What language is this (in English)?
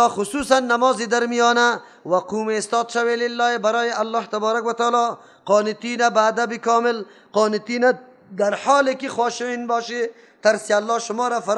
Persian